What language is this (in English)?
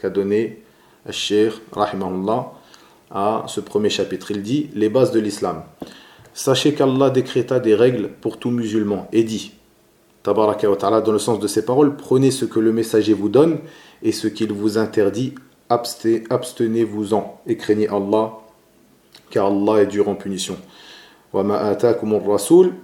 French